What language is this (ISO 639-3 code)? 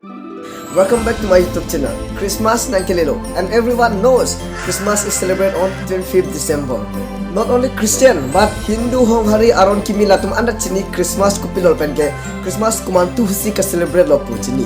mjw